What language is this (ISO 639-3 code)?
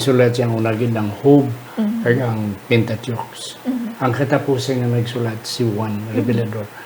hil